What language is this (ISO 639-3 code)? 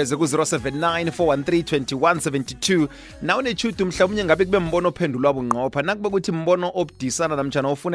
nbl